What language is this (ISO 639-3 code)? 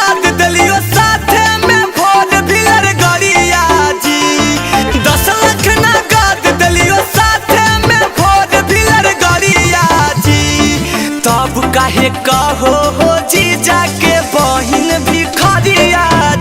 mag